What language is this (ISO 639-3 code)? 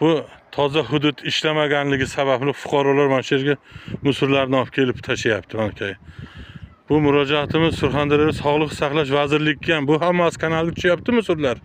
uzb